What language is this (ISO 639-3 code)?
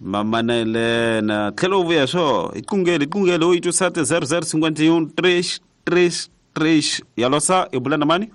tso